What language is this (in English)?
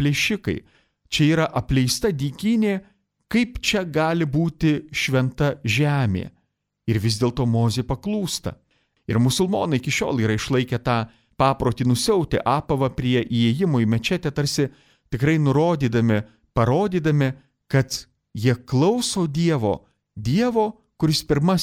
Lithuanian